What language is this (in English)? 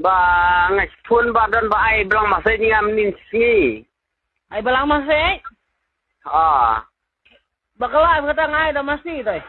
Khasi